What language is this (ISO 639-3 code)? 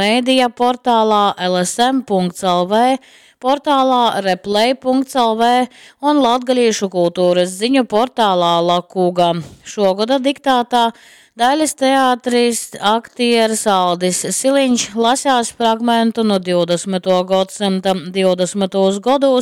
ltg